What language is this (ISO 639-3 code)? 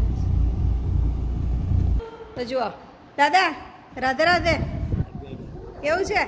guj